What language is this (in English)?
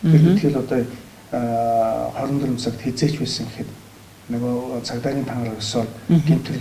Mongolian